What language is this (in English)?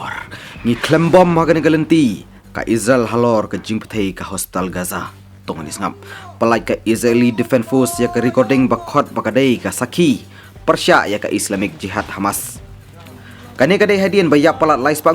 Khasi